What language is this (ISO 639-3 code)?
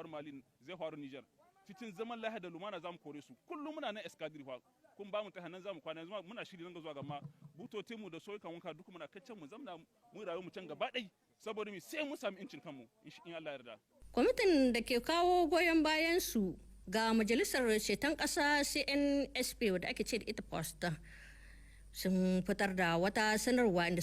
hau